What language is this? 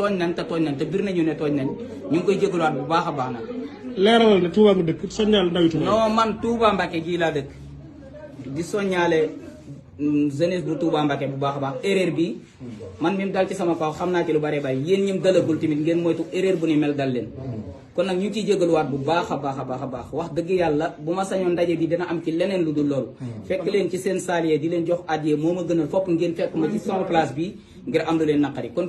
Wolof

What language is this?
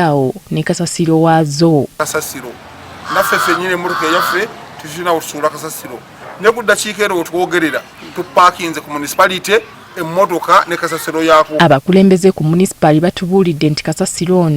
Ganda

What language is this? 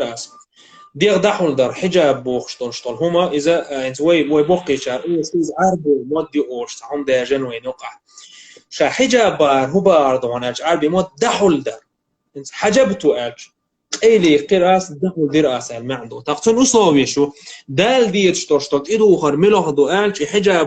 Chechen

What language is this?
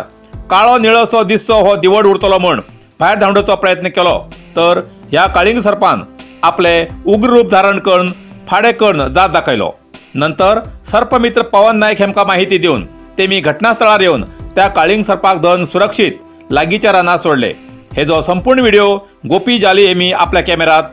Konkani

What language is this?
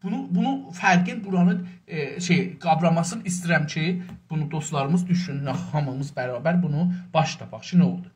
South Azerbaijani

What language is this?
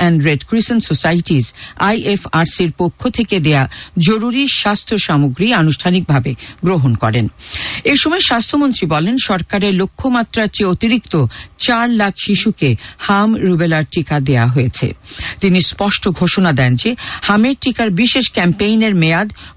Bangla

